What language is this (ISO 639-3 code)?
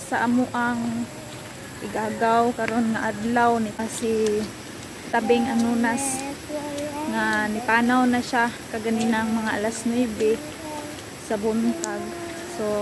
ceb